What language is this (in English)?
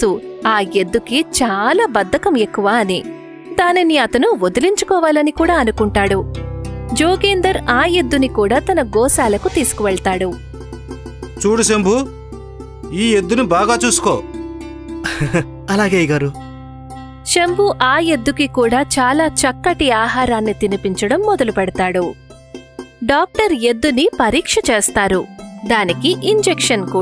Telugu